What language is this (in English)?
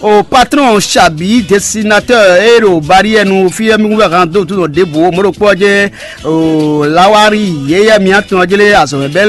Fon